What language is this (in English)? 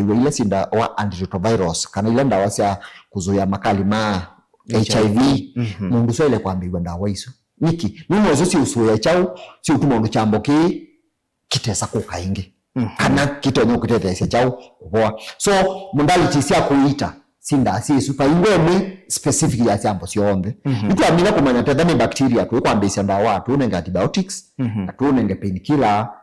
Kamba